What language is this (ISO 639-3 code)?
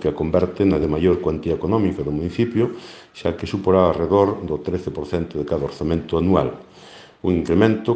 glg